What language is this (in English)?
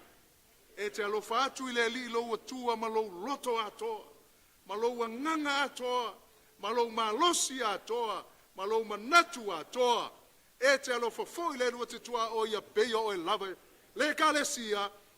Samoan